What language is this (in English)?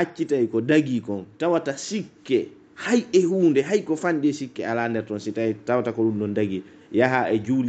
Pular